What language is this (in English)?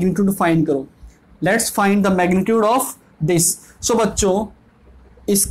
Hindi